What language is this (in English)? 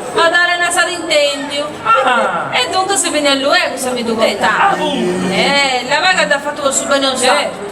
Sardinian